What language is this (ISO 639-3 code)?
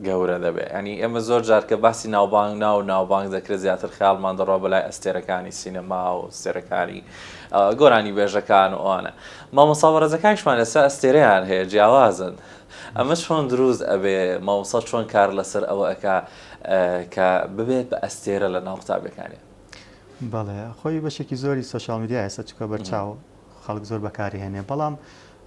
ckb